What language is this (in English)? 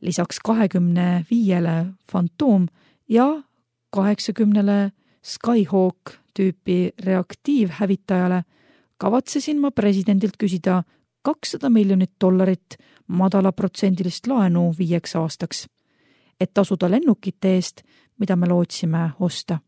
Estonian